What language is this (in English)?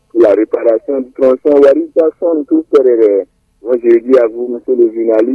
French